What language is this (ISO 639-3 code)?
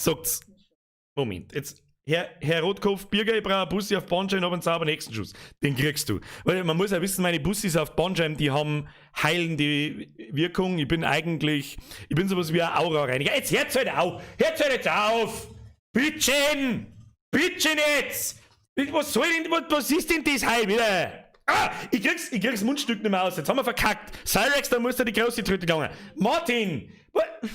bar